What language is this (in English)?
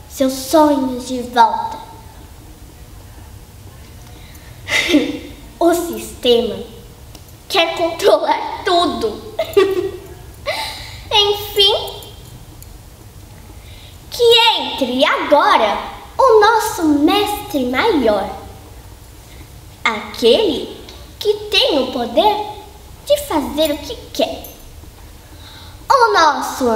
Portuguese